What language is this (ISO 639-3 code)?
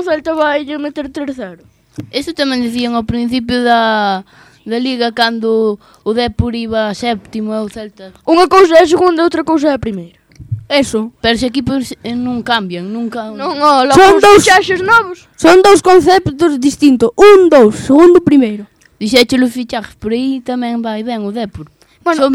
glg